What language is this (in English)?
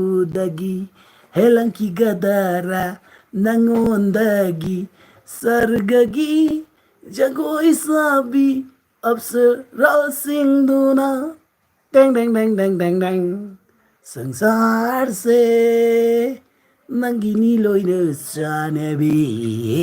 Manipuri